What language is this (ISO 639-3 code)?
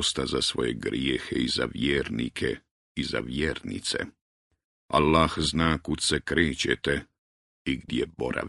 bos